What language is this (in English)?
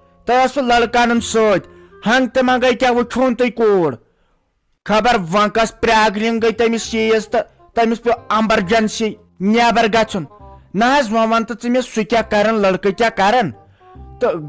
Kashmiri